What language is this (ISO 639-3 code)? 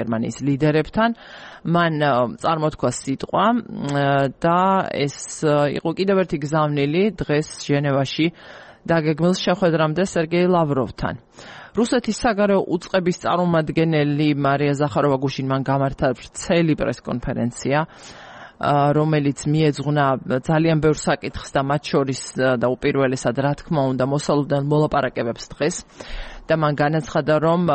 kat